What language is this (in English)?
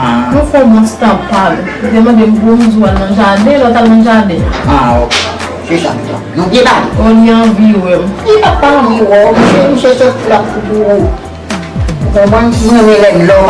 Haitian Creole